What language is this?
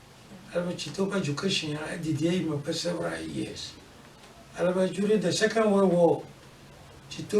Ewe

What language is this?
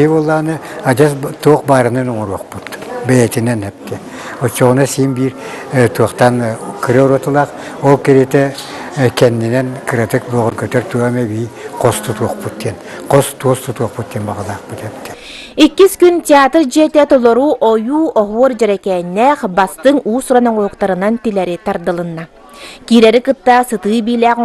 Yakut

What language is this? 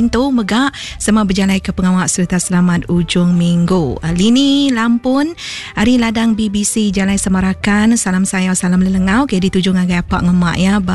Iban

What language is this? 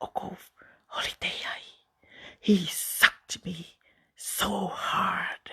Tongan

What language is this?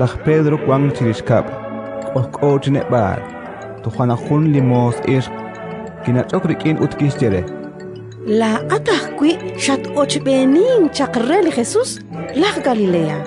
Kekchí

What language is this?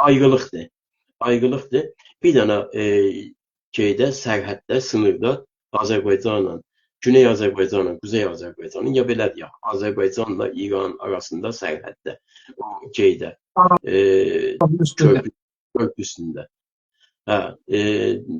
South Azerbaijani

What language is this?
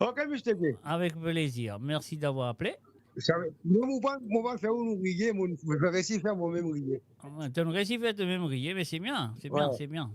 Morisyen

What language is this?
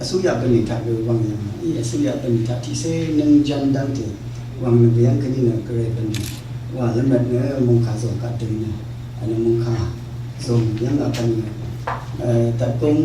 Rawang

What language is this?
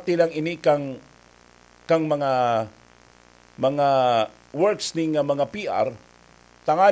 Bikol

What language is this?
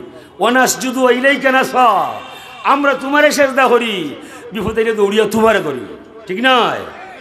Sylheti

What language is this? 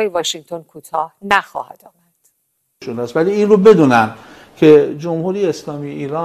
Persian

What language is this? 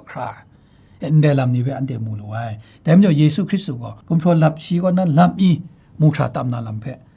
Kachin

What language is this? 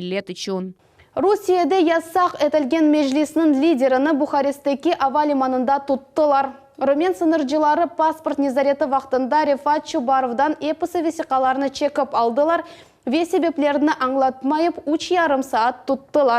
Crimean Tatar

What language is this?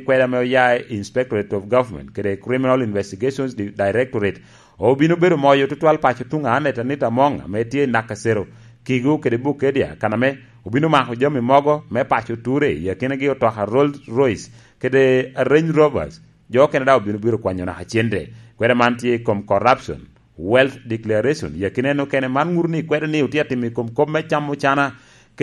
Lango (Uganda)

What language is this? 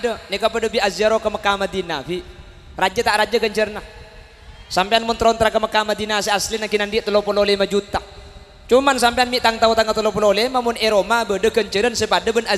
Madurese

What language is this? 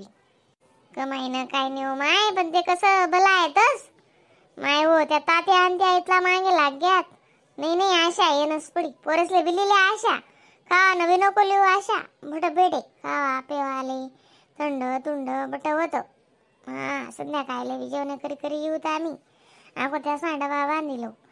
Khandesi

